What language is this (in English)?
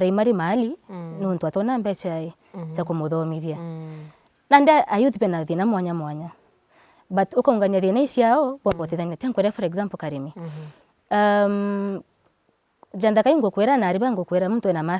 Meru